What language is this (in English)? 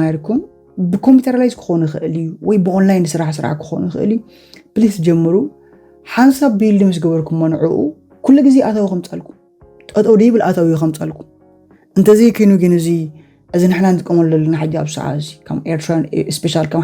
Tigrinya